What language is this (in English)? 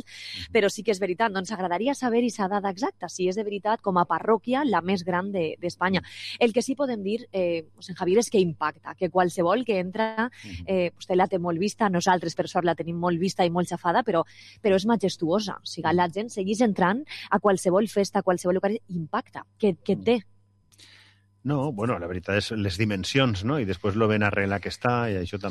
Catalan